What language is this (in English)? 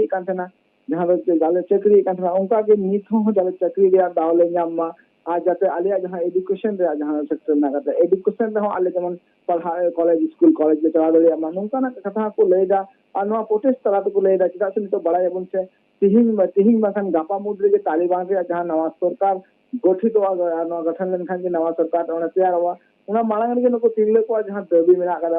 Santali